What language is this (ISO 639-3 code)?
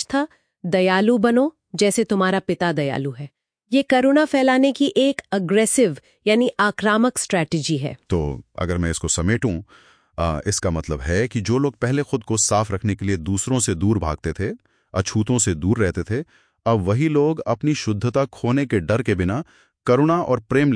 hin